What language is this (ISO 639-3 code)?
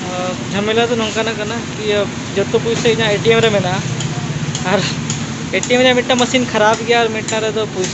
sat